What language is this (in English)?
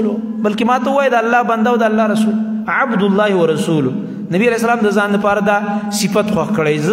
Pashto